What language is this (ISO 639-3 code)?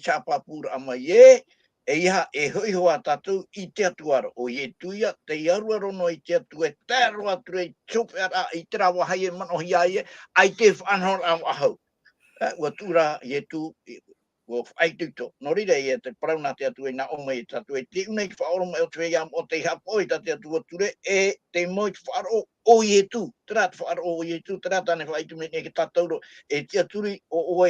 tah